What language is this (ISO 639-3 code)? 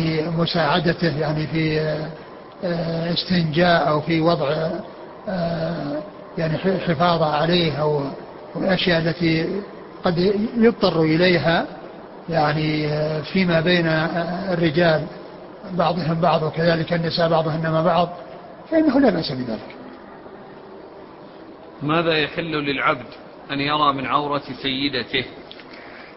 ara